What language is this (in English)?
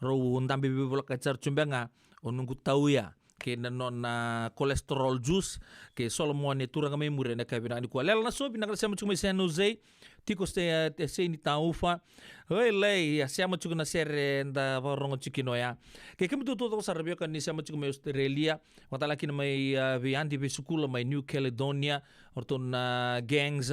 Fijian